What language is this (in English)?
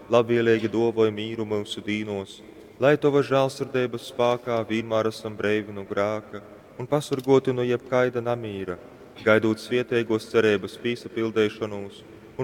Latgalian